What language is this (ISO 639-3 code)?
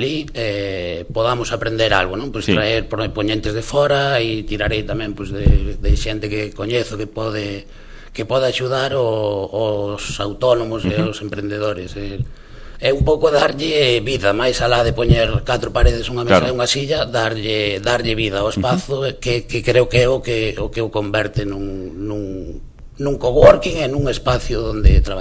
glg